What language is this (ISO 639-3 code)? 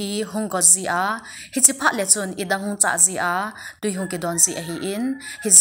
tcz